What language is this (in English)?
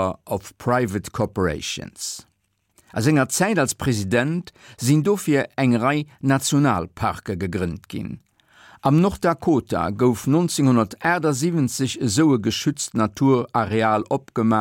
Luxembourgish